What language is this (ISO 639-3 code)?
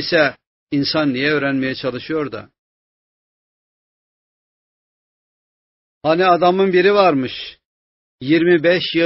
tur